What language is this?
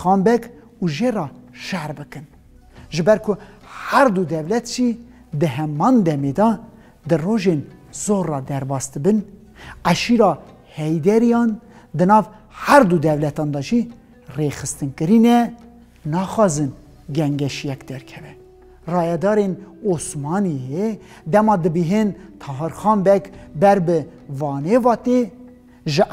Kurdish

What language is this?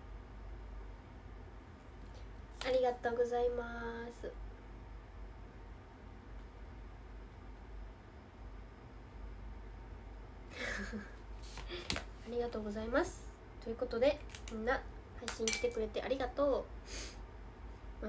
Japanese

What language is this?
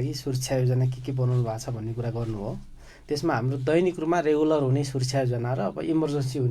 Nepali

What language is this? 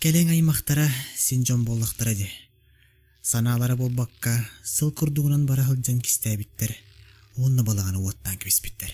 Yakut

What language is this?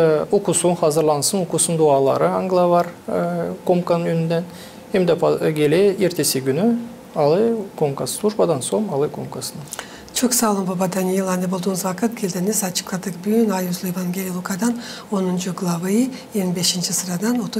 Gagauz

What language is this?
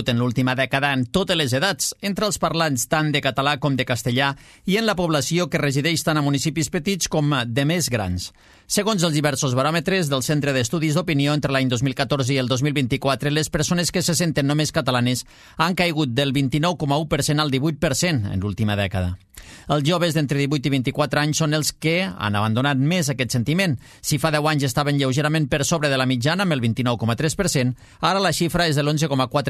Catalan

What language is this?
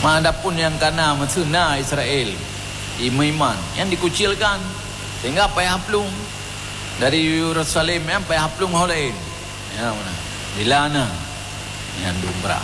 Achinese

